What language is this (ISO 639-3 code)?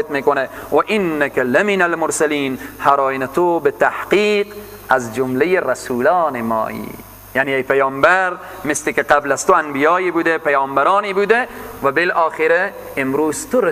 fas